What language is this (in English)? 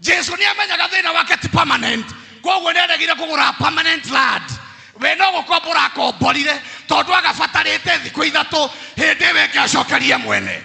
Kikuyu